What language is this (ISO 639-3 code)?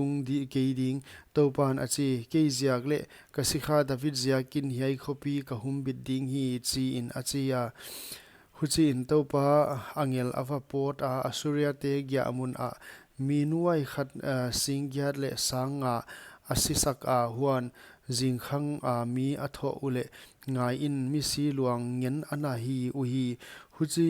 pck